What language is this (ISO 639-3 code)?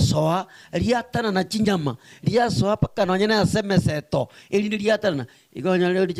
guz